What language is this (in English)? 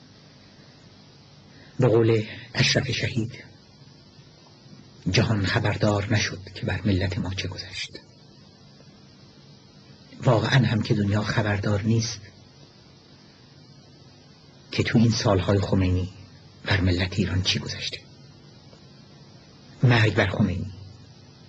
Persian